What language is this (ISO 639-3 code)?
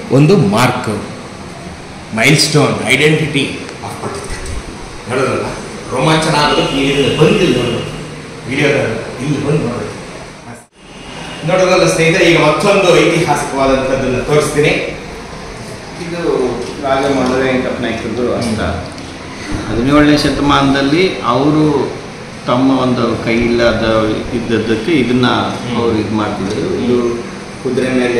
kan